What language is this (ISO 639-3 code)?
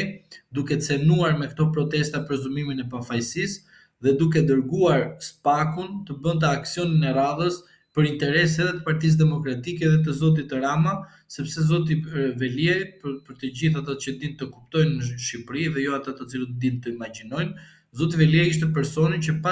sqi